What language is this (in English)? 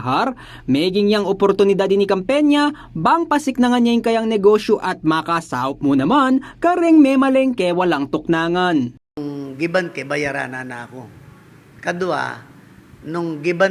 Pampanga